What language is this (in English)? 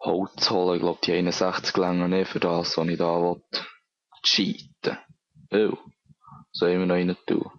Swiss German